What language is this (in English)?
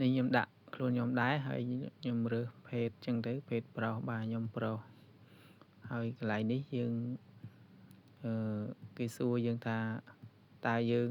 Khmer